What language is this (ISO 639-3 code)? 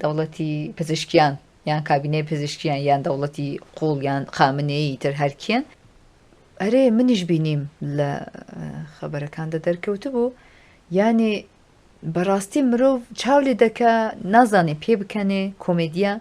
ckb